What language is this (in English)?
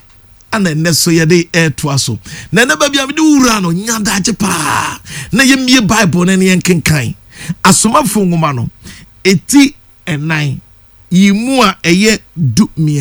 Akan